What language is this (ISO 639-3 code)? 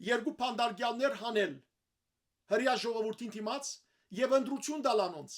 hyw